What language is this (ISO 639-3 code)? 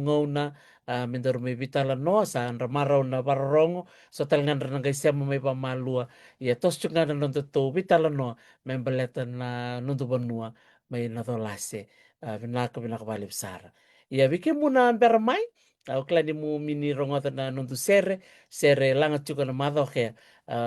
fij